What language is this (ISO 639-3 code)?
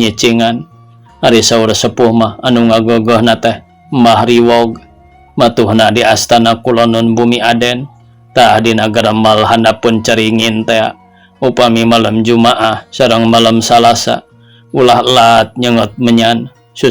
sun